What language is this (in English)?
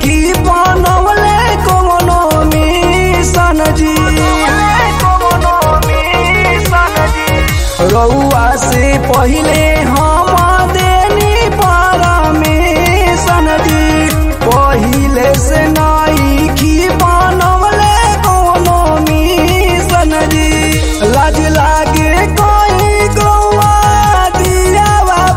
Bhojpuri